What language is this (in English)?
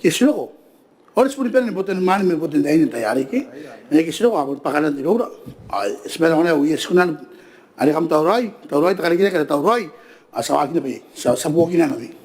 Gilbertese